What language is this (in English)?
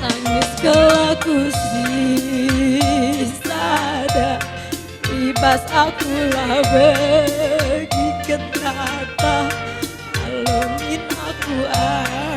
Batak Karo